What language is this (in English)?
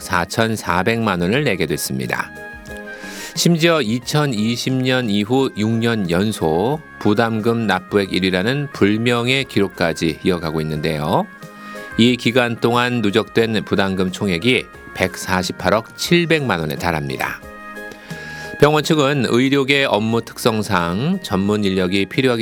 Korean